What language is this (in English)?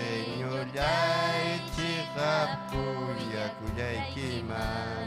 Ayacucho Quechua